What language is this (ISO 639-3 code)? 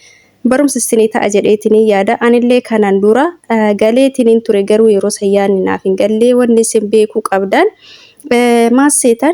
orm